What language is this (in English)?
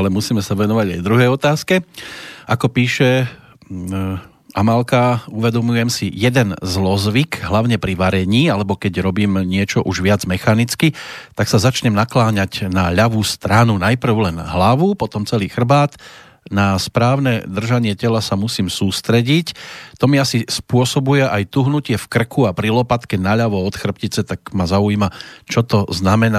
Slovak